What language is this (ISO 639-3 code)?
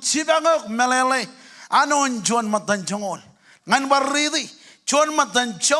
mah